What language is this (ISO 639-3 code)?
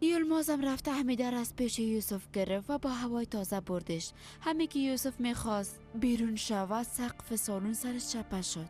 fas